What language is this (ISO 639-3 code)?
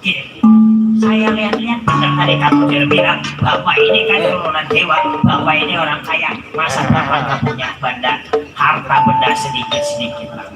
bew